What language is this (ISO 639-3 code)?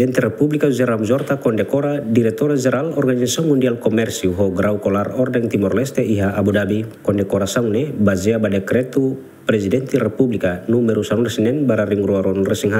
tet